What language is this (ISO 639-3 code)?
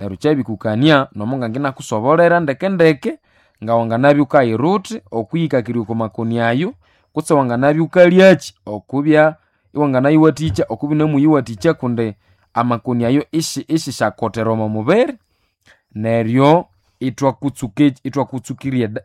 nnb